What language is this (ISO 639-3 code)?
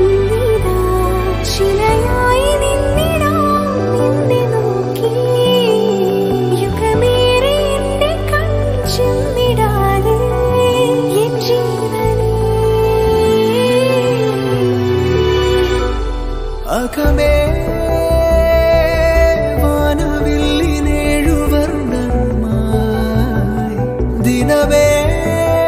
mal